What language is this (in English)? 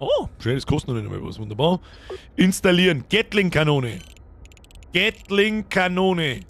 Bavarian